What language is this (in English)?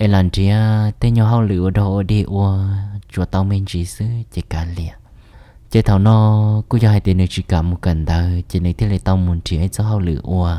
Hmong